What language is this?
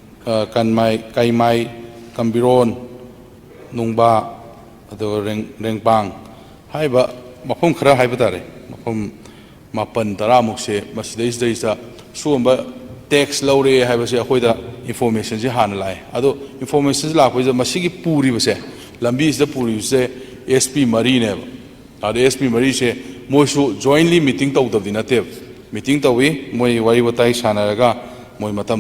Manipuri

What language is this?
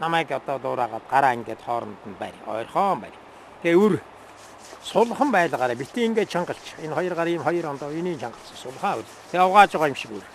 Mongolian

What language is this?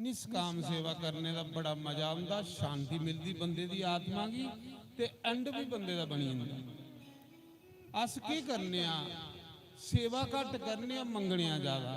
Dogri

